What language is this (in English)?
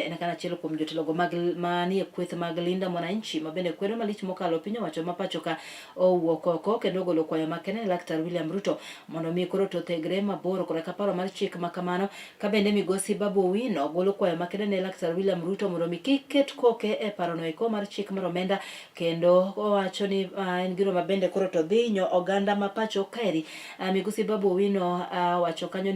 Luo (Kenya and Tanzania)